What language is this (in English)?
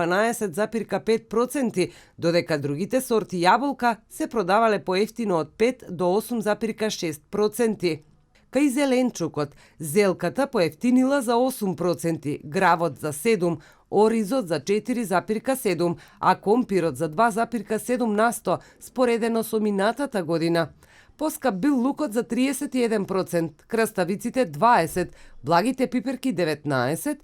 Macedonian